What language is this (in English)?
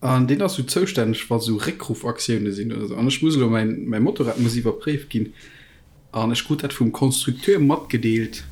Luxembourgish